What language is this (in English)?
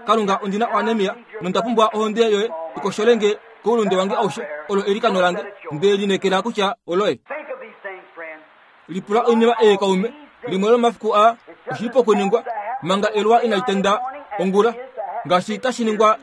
Kuanyama